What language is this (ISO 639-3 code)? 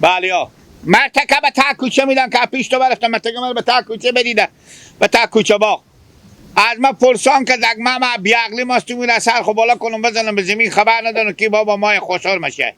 haz